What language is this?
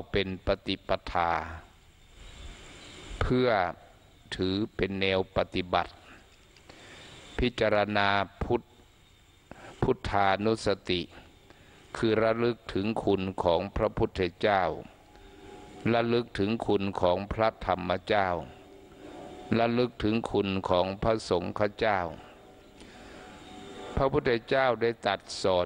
Thai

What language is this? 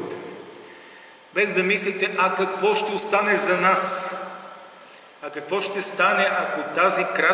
Bulgarian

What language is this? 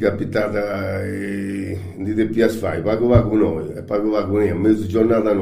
Sardinian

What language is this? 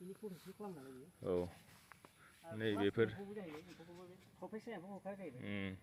Bodo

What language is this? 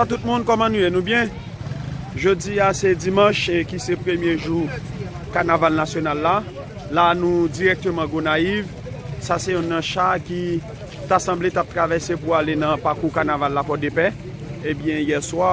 Haitian Creole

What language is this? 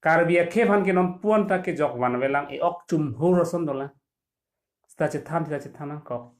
Karbi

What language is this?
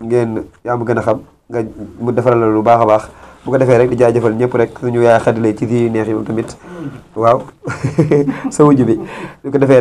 Wolof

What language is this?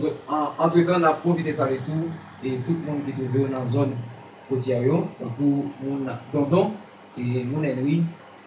Haitian Creole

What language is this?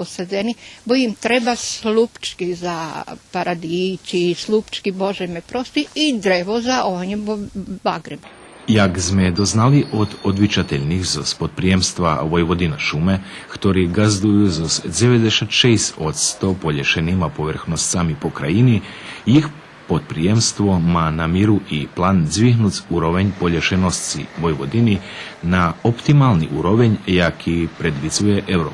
Rusyn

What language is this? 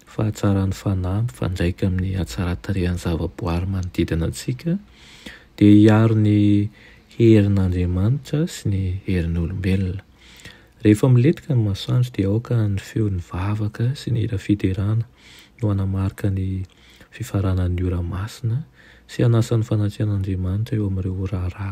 Malagasy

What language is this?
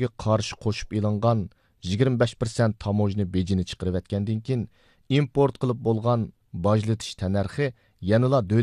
Uyghur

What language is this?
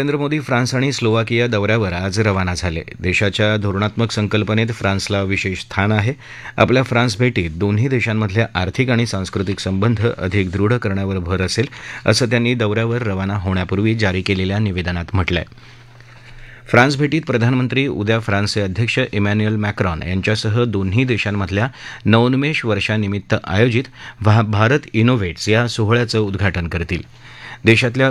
Marathi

